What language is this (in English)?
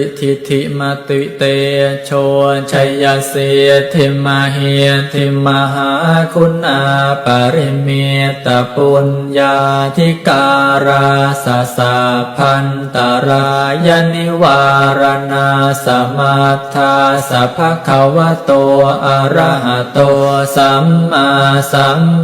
Pali